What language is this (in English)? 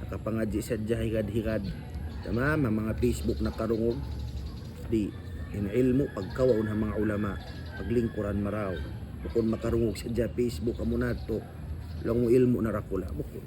Tausug